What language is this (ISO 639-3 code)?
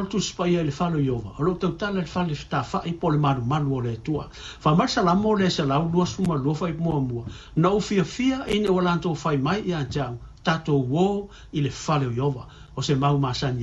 smo